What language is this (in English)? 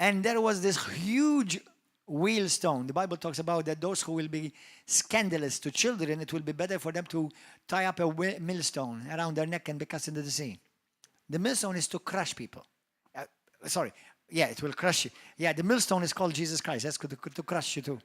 English